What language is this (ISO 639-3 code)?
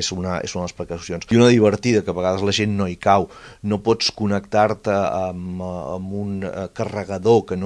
cat